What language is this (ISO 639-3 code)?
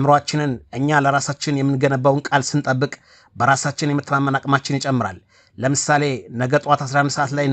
amh